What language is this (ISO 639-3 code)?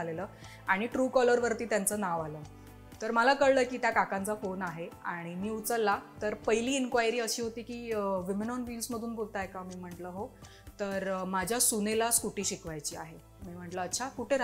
mar